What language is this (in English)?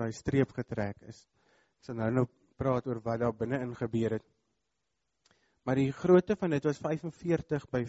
Afrikaans